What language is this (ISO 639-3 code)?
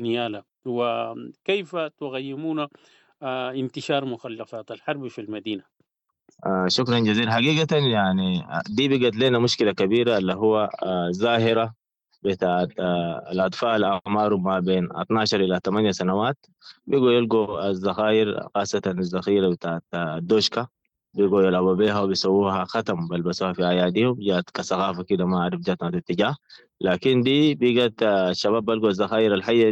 apd